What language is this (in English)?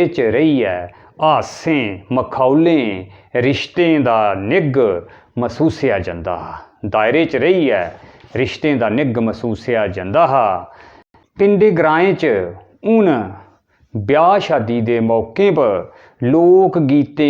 Dogri